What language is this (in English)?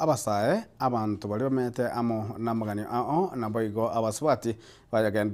Gusii